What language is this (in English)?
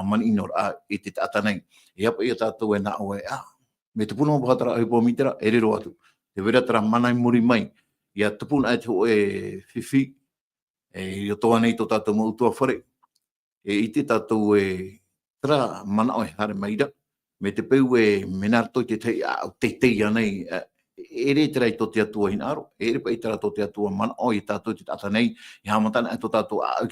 Tahitian